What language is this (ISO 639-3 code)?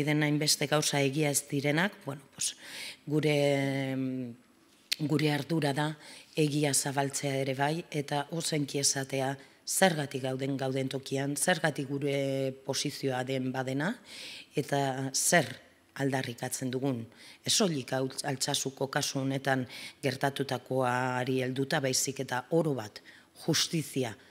eus